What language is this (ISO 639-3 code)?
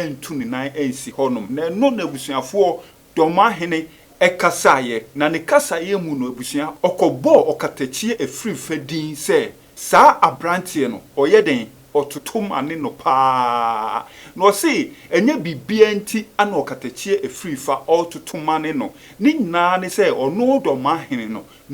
aka